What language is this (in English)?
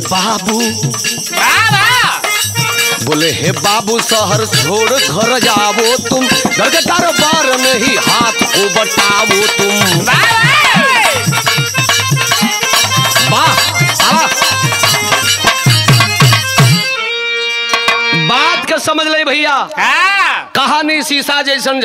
Bhojpuri